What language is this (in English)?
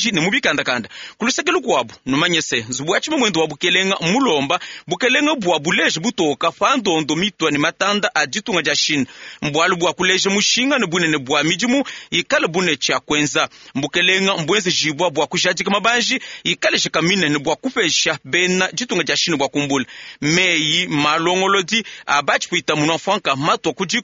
Luba-Lulua